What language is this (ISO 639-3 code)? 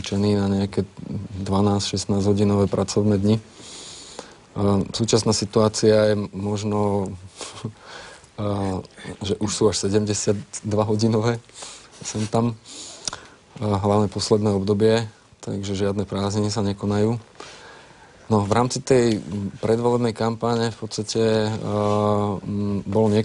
slk